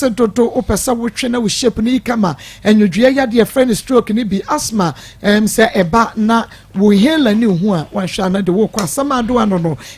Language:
Akan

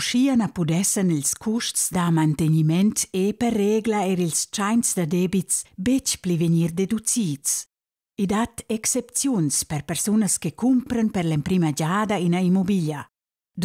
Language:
Romansh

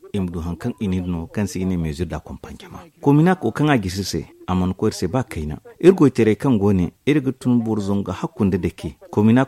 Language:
Zarma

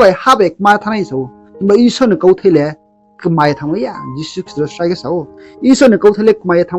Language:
Riang (India)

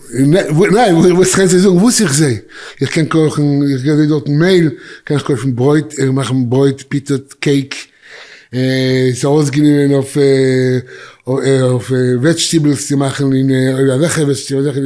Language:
Yiddish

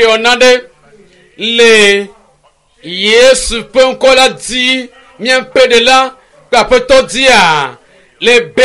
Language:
Ewe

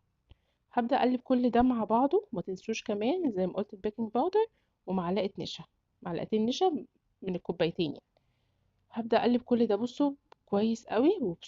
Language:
Egyptian Arabic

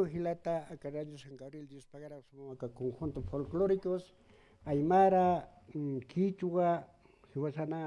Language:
Aymara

